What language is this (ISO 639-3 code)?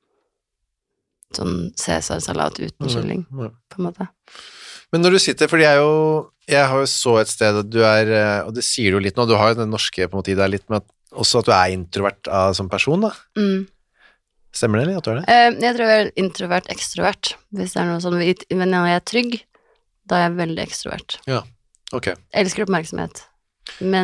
nor